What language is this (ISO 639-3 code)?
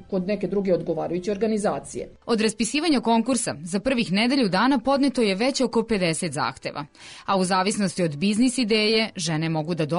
srp